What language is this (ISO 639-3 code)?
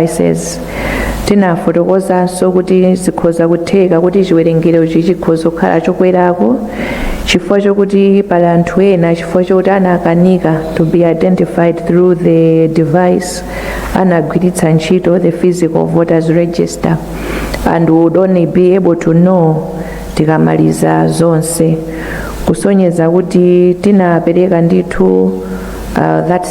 nya